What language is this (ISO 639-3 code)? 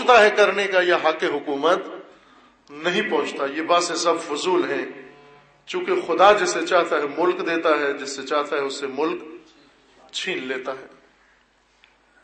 urd